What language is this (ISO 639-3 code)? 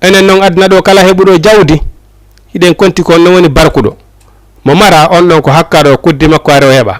ful